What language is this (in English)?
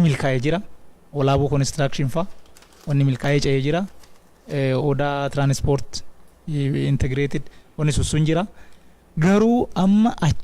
Oromo